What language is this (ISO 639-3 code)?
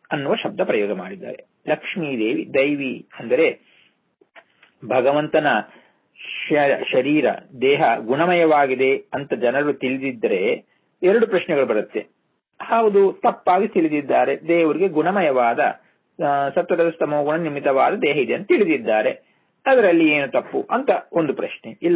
kan